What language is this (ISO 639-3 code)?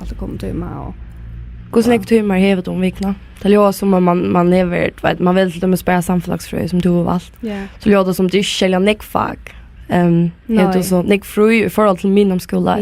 fao